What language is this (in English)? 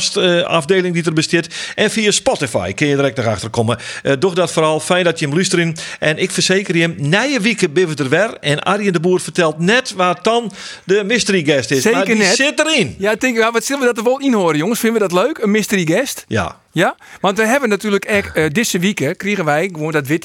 Western Frisian